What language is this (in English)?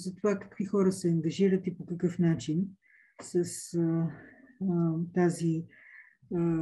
Bulgarian